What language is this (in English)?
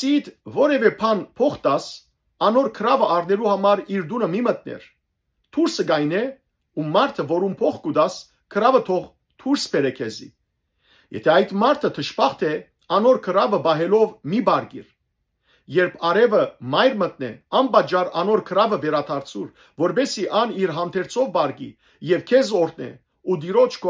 Western Armenian